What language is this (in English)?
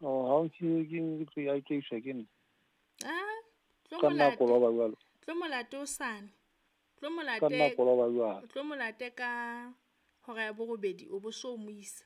Southern Sotho